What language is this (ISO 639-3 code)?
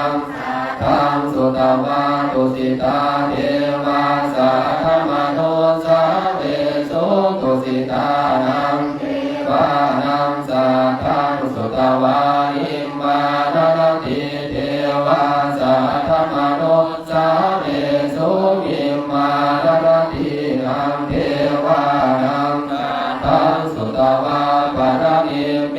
pli